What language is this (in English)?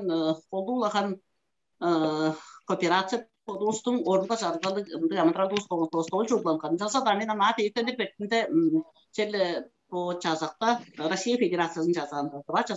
Tuvinian